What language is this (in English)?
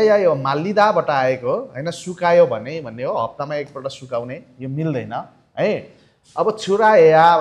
Nepali